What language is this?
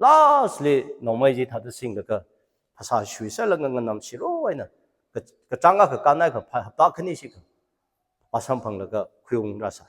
Tangkhul Naga (India)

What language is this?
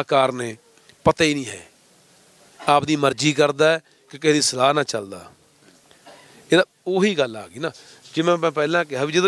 Punjabi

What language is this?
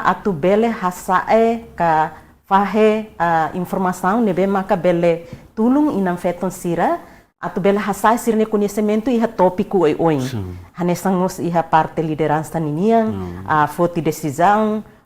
Tetum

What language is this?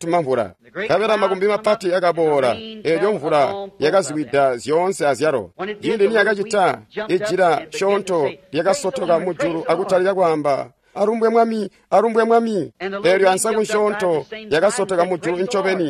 Tonga (Zambia)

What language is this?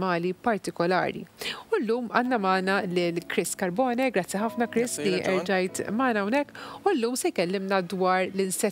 Maltese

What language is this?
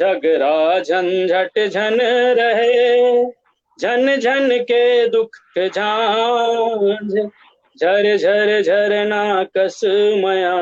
Chhattisgarhi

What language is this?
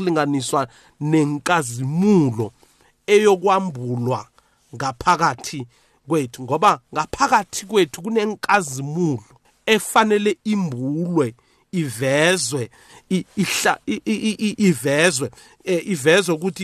South Ndebele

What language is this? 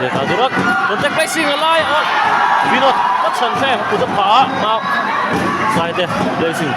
Mizo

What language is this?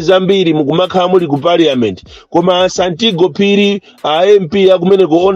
Nyanja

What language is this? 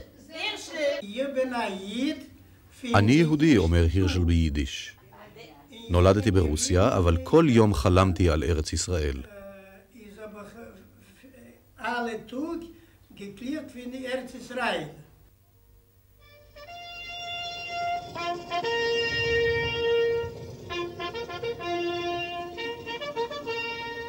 Hebrew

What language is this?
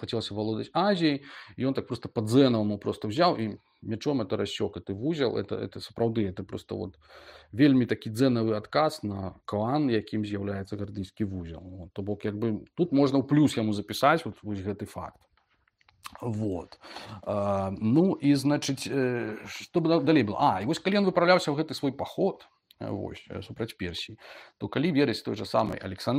Belarusian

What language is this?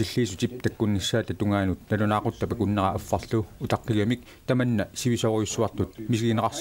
Kalaallisut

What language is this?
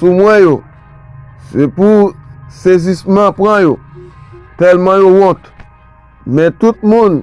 Haitian Creole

